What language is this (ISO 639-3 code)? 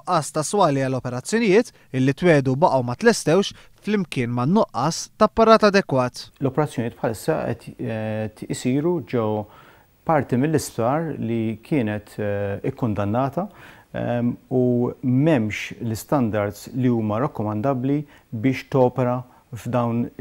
mlt